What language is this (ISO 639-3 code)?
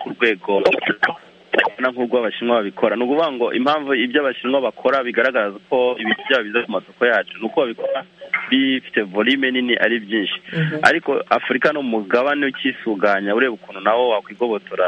kin